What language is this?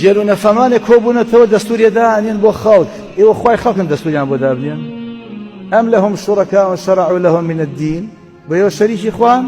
Central Kurdish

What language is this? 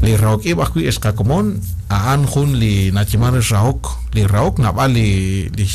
Kekchí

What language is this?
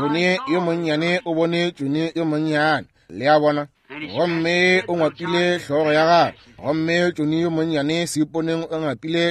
Northern Sotho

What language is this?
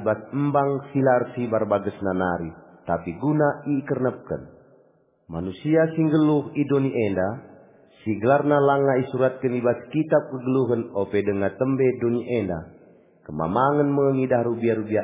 Batak Karo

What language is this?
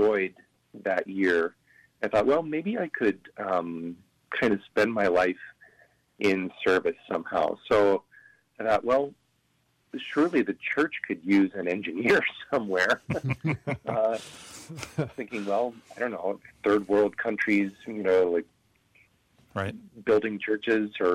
English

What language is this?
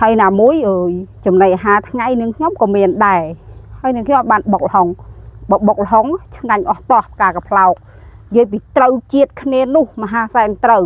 Khmer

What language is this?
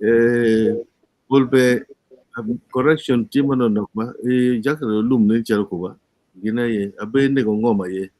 Acoli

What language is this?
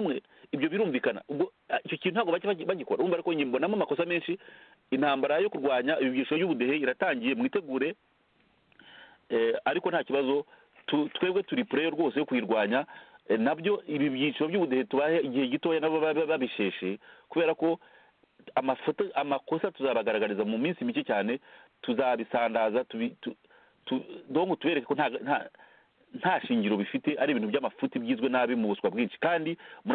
Kinyarwanda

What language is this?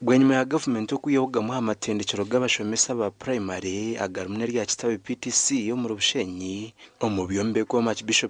Nyankole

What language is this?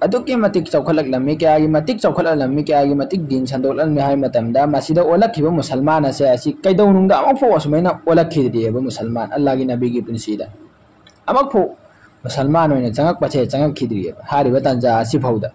Manipuri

